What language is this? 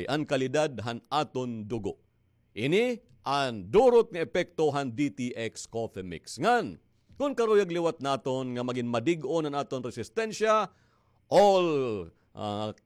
Waray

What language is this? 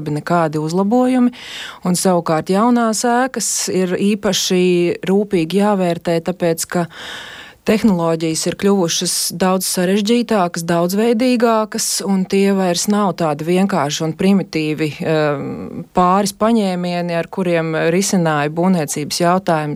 Latvian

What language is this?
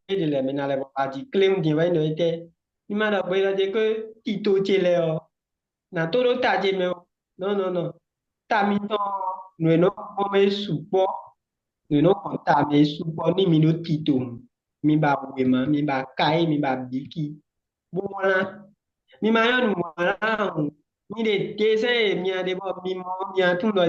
Fon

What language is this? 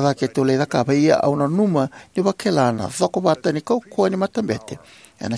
Fijian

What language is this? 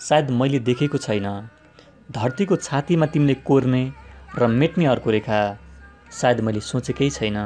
Nepali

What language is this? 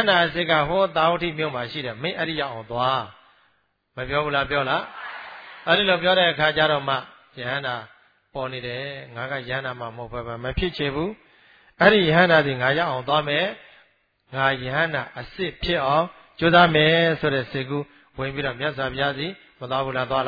Burmese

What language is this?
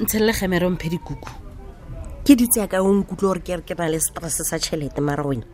Tswana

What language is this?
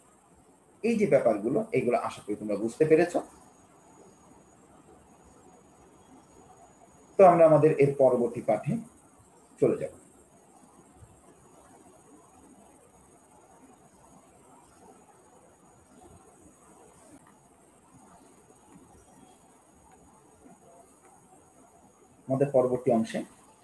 Bangla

